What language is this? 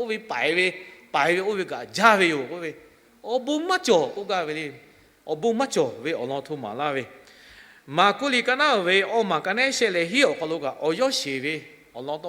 Lahu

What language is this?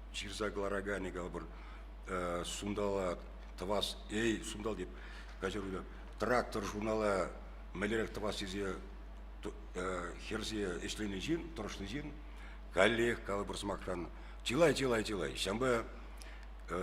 Chuvash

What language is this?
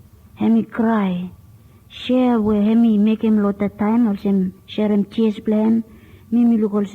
Bislama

